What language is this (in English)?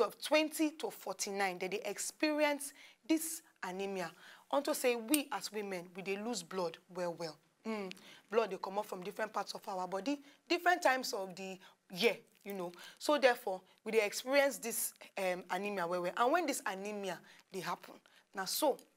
Nigerian Pidgin